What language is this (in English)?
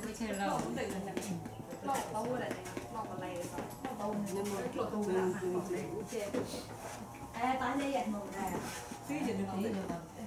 Vietnamese